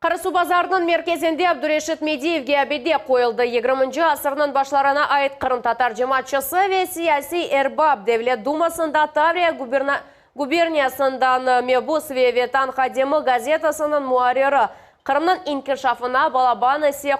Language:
Crimean Tatar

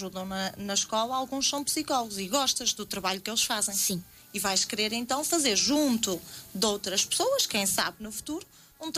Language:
Portuguese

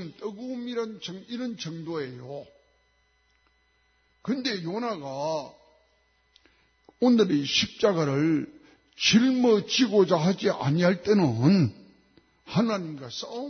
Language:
Korean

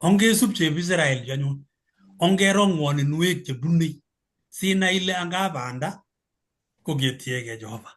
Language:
Kalenjin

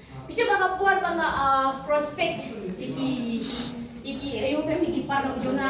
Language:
Khasi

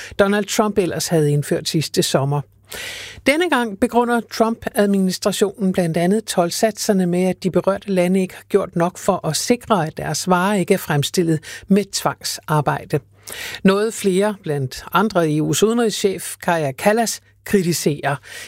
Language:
Danish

